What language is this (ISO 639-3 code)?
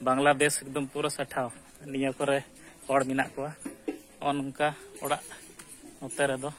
sat